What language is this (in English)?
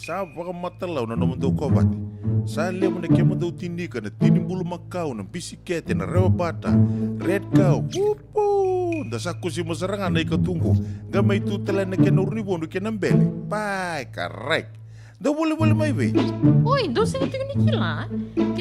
Fijian